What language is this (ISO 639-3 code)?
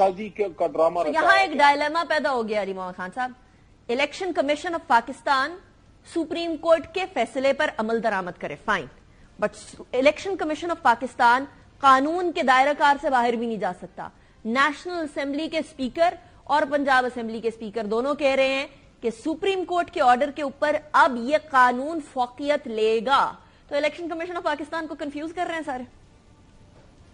urd